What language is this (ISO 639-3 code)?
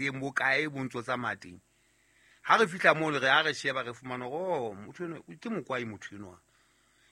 sot